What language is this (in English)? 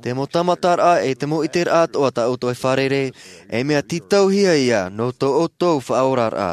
Tahitian